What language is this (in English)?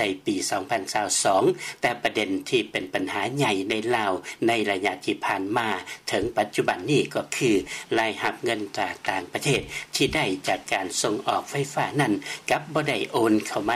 Lao